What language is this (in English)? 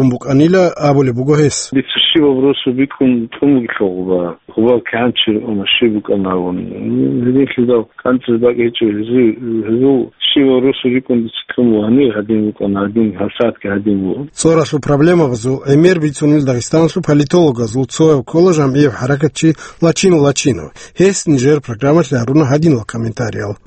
Avaric